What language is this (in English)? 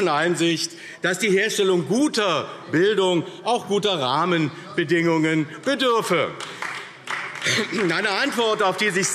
German